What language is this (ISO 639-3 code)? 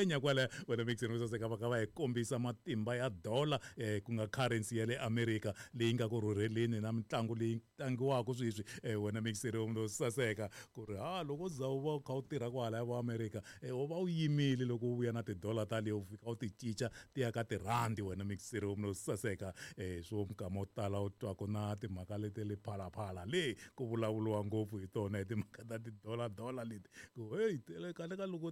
tso